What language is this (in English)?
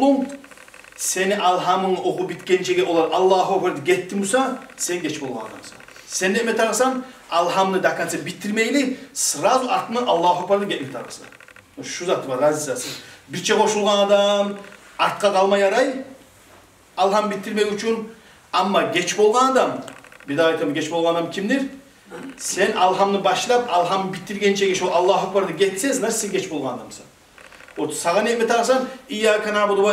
Kumyk